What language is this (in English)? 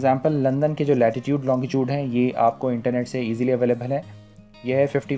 Hindi